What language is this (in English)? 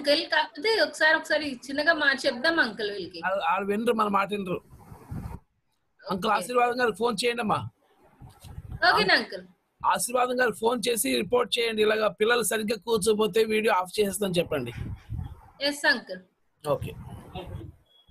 Telugu